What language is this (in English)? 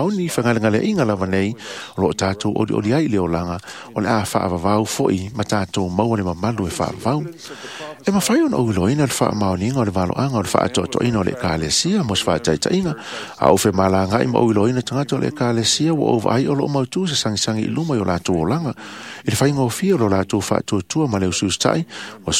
Samoan